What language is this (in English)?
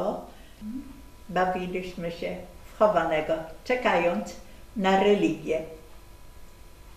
Polish